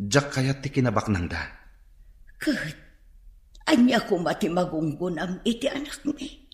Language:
Iloko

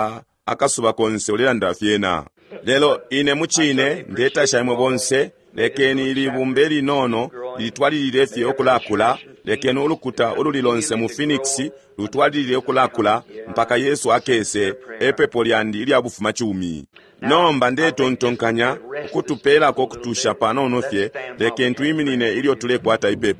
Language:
Bemba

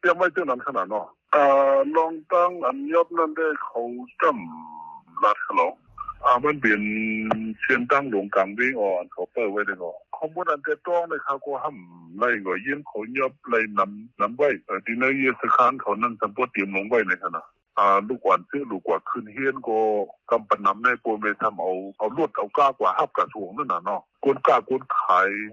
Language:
Shan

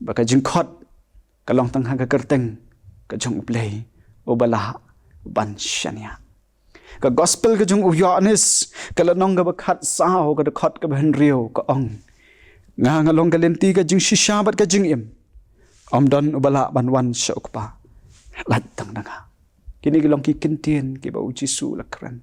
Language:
Khasi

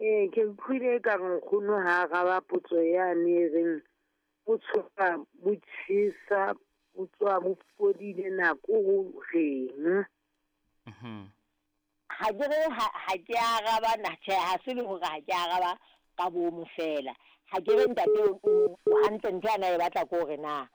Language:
Southern Sotho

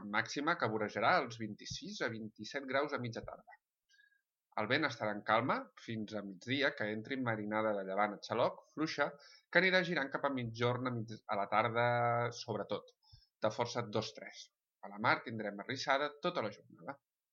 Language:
Catalan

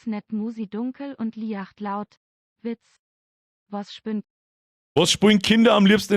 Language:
Bavarian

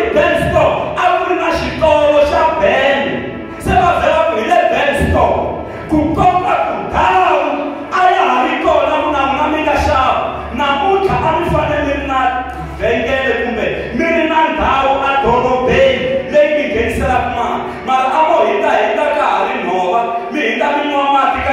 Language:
Tsonga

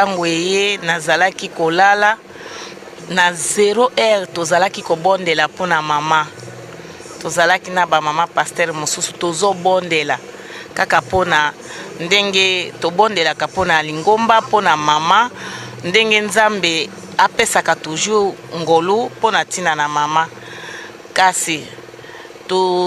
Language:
Lingala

